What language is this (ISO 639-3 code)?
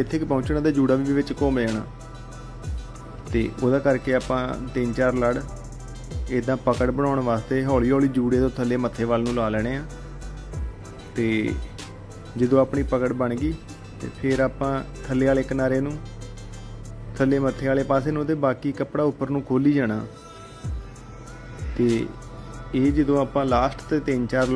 pan